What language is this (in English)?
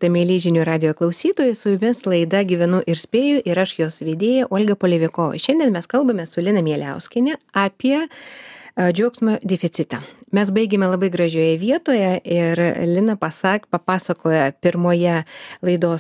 Lithuanian